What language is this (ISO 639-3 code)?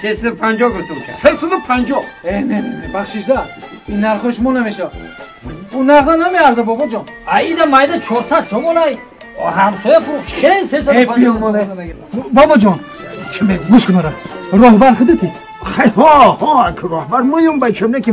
tgk